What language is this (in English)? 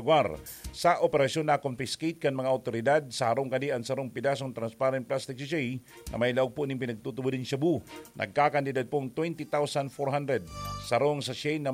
Bikol